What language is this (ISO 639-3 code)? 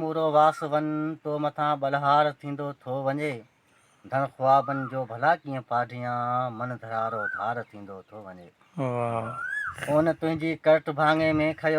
snd